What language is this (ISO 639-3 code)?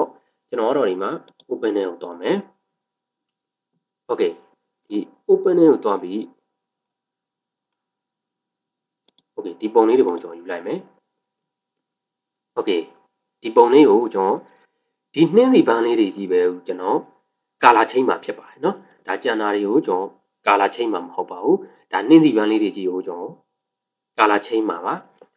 mya